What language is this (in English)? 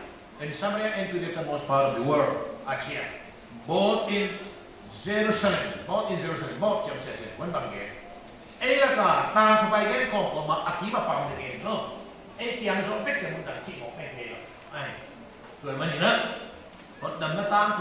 Paite Chin